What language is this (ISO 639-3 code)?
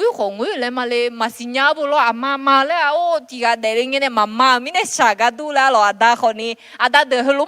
ahk